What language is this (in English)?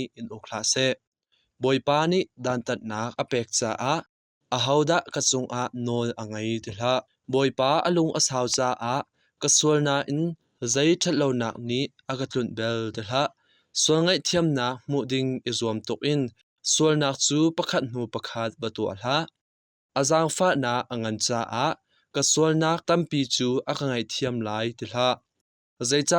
Hakha Chin